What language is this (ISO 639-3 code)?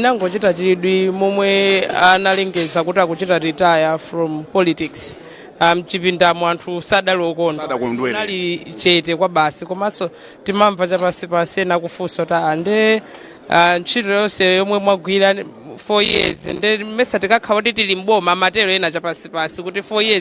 nya